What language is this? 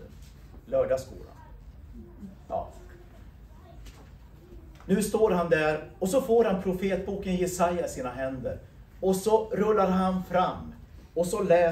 Swedish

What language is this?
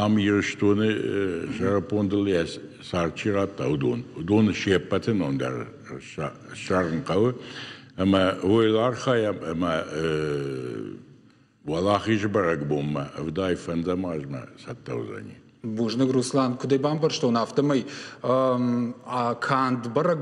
Ossetic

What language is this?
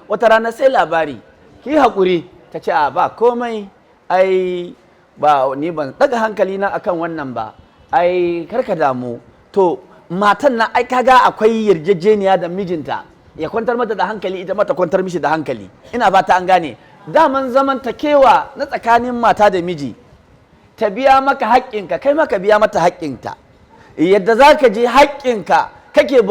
Hausa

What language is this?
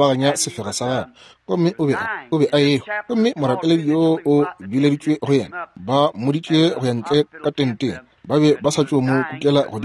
Northern Sotho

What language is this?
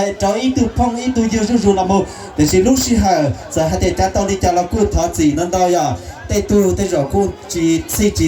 Hmong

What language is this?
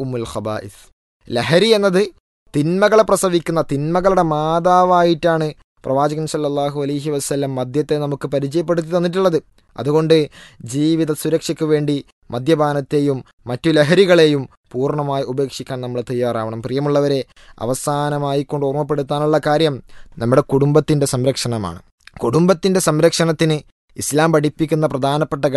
Malayalam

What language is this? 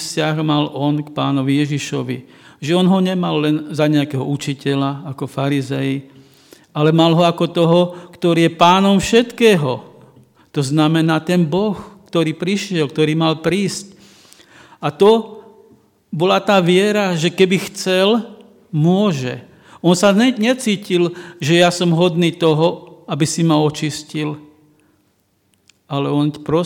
Slovak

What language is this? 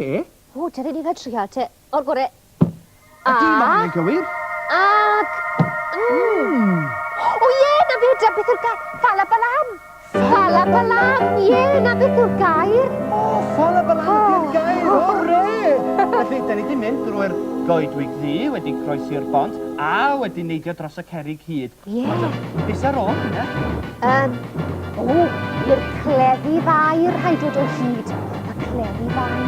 Welsh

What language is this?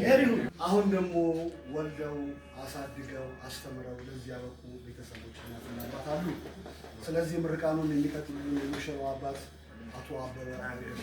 Amharic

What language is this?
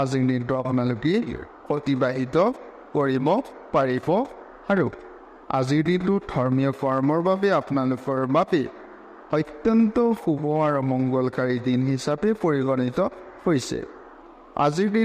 Assamese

